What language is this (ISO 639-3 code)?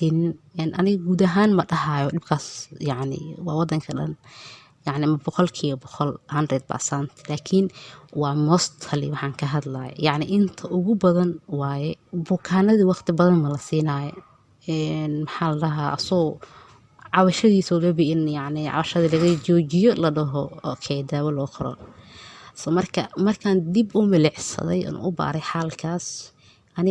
som